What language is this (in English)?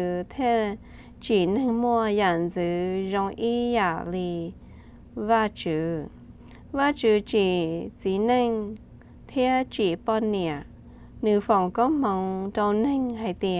Hmong